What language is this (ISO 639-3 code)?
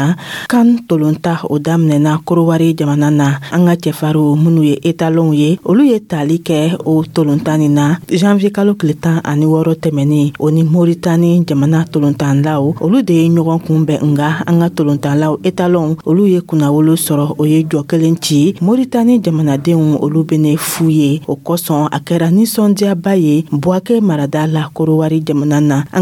dyu